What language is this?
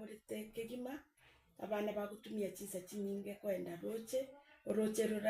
Gusii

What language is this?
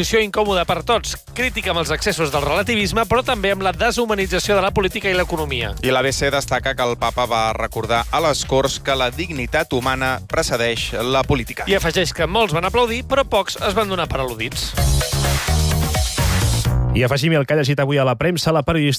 Catalan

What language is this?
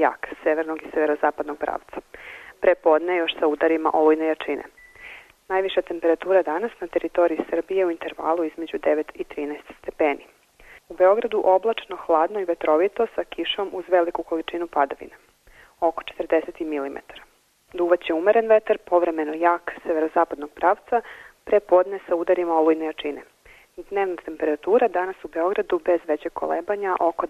Serbian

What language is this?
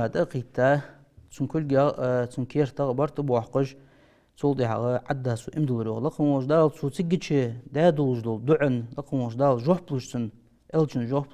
Ingush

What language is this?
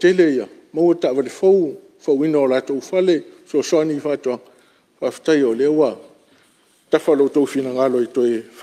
Samoan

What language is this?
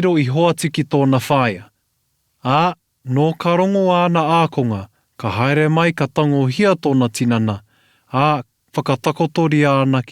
Māori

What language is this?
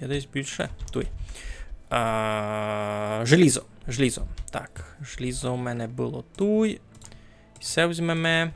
Rusyn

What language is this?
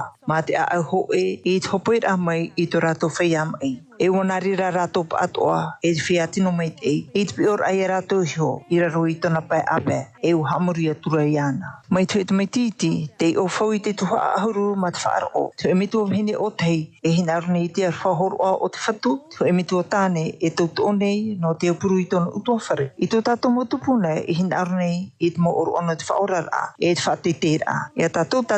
Tahitian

